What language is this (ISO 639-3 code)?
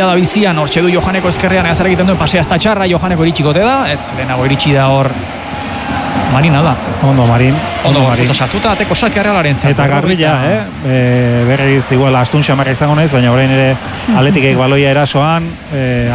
eus